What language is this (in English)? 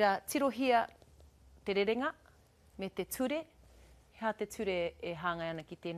Māori